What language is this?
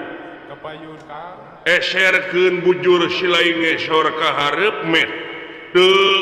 Sundanese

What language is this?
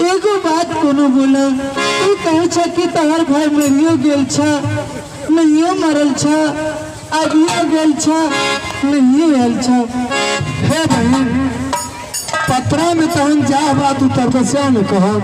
Maithili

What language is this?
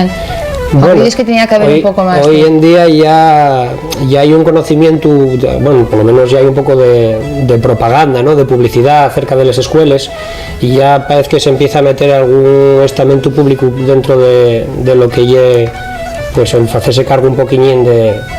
Asturian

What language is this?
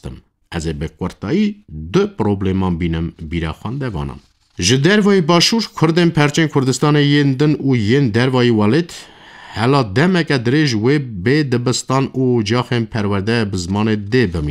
Kurdish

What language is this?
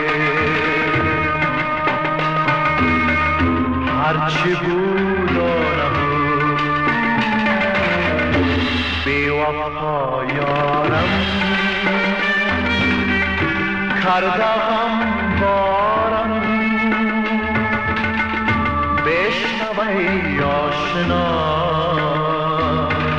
Persian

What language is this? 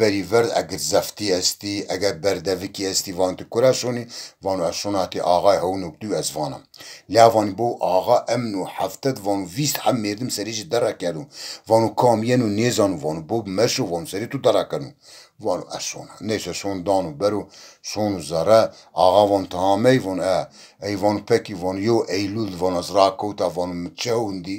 Zaza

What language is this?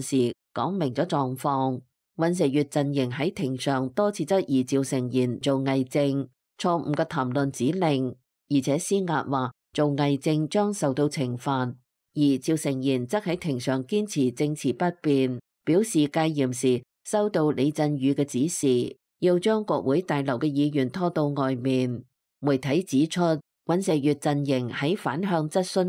Cantonese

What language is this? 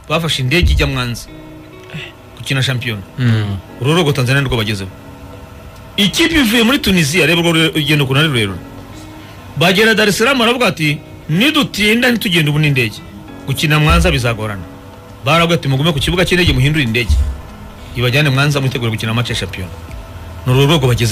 Kinyarwanda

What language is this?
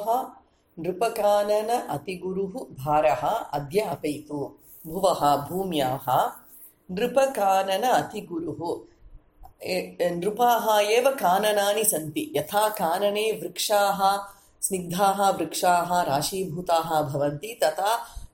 Sanskrit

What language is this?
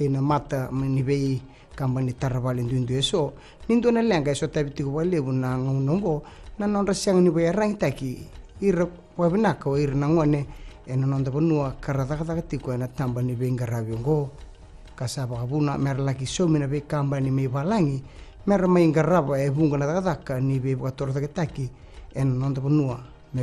Fijian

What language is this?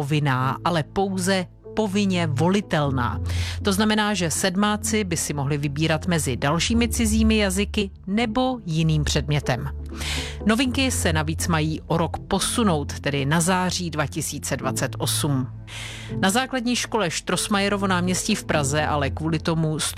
Czech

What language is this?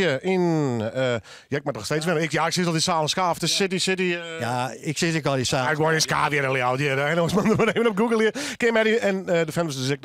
Western Frisian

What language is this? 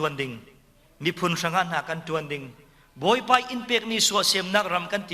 Falam Chin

